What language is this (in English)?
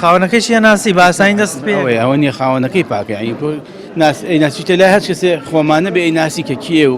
Central Kurdish